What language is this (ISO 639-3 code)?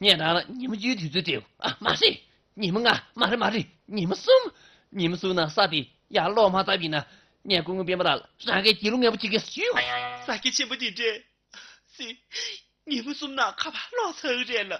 bod